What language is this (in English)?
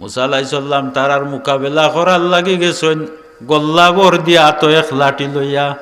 Sylheti